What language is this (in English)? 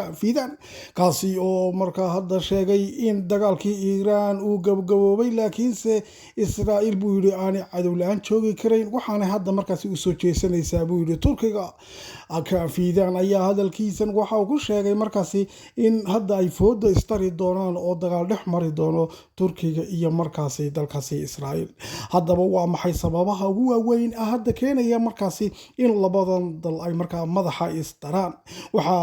Somali